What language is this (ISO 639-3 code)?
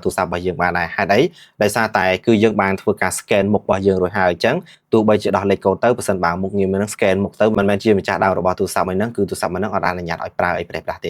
khm